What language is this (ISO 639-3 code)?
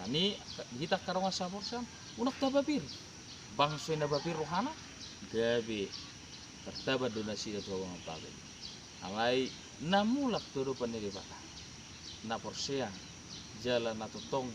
bbc